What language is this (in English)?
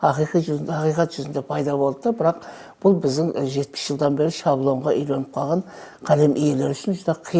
Kara-Kalpak